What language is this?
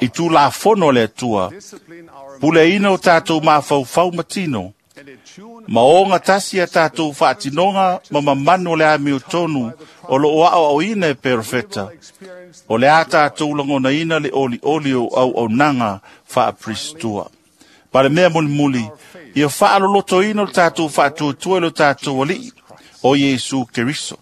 Samoan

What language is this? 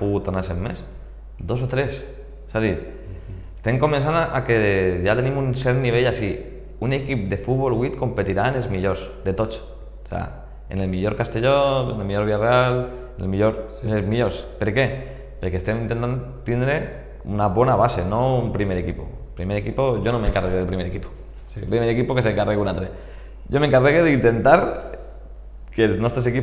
Catalan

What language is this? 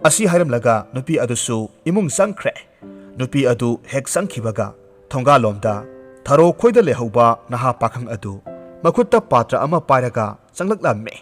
Manipuri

